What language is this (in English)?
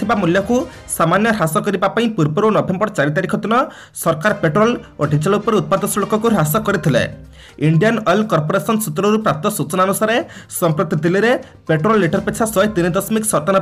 Odia